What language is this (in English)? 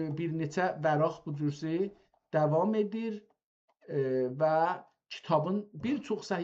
South Azerbaijani